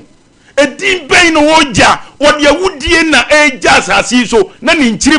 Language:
Akan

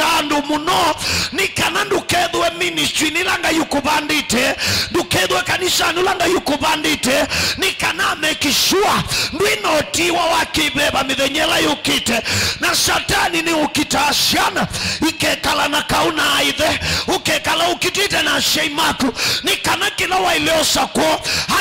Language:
Kamba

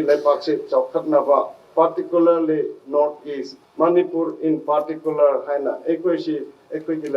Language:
Manipuri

